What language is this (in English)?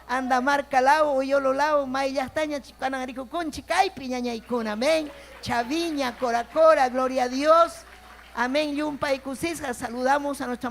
Ayacucho Quechua